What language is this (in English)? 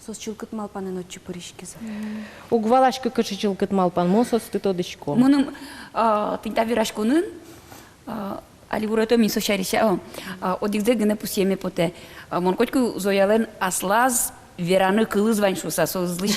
Udmurt